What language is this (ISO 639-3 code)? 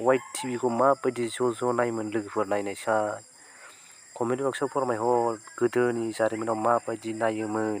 brx